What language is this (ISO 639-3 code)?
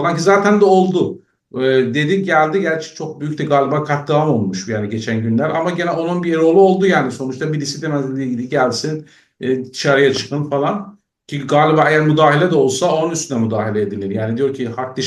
azb